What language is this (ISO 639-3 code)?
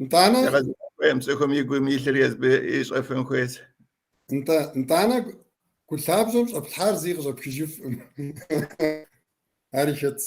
kbd